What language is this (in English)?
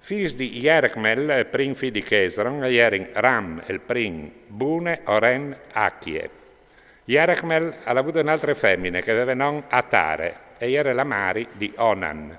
Friulian